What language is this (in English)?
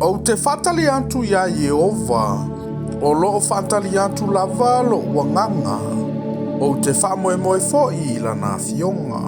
Samoan